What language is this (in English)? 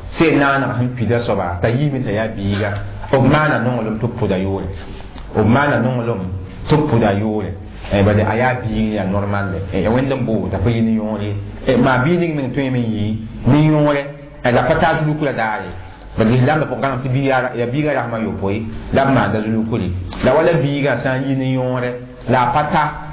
Mossi